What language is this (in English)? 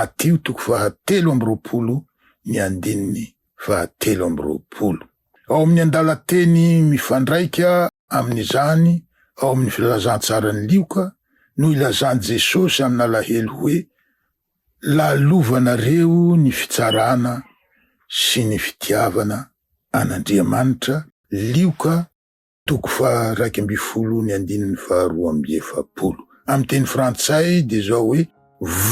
Malagasy